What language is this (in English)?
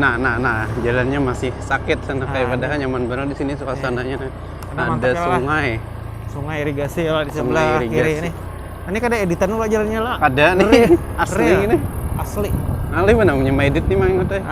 Banjar